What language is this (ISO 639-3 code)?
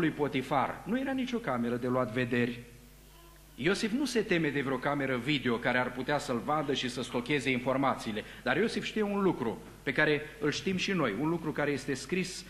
ron